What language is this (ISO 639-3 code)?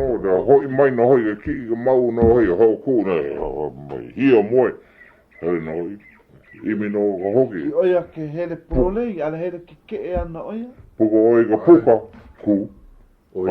haw